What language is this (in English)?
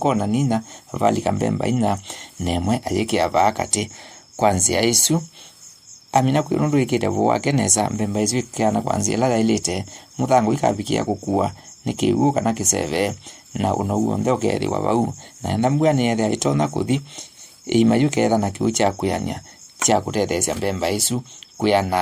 Kamba